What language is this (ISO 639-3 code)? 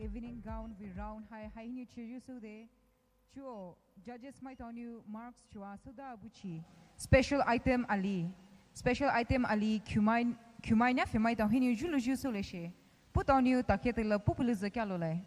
pmx